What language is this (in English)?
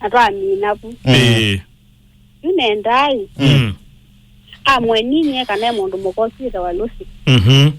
Kamba